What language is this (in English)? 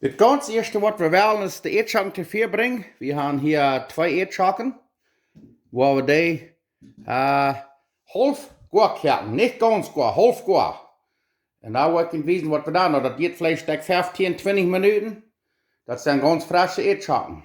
Plautdietsch